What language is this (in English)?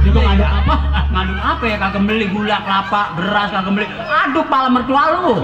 Betawi